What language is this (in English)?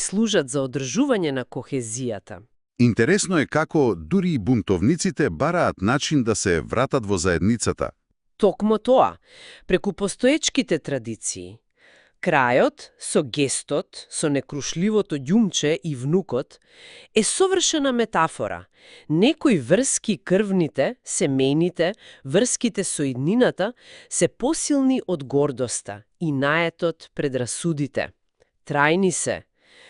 Macedonian